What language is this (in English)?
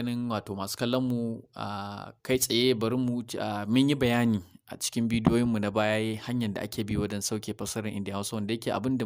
Hausa